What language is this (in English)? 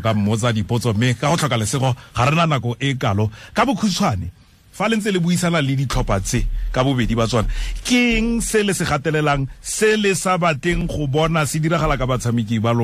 Tswana